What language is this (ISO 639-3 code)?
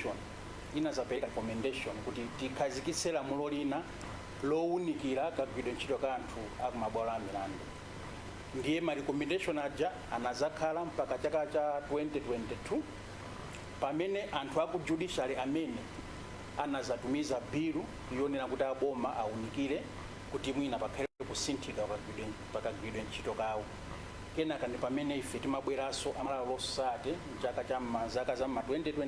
nya